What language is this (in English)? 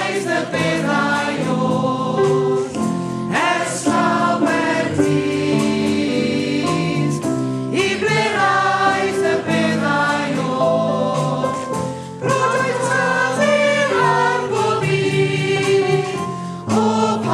Welsh